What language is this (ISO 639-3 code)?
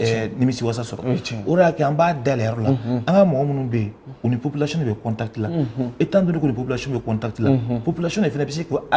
bam